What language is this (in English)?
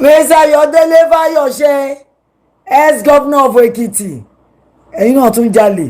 Yoruba